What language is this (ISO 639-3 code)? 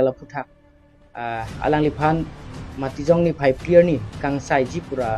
mjw